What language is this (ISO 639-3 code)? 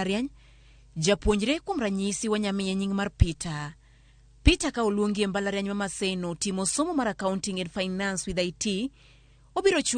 luo